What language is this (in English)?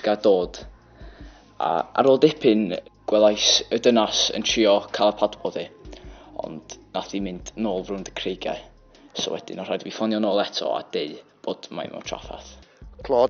Welsh